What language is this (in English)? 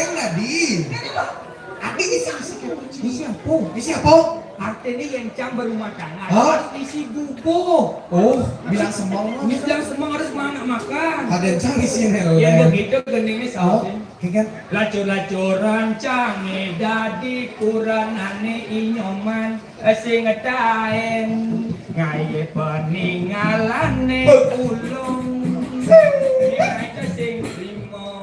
Balinese